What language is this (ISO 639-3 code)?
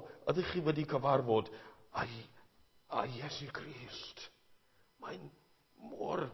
cym